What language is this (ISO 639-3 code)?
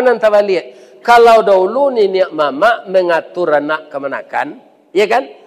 min